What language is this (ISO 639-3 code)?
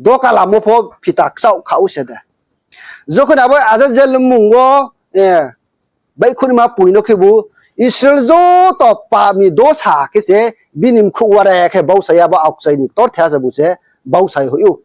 ria